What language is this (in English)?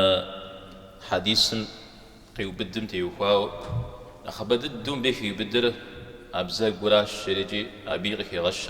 Kabardian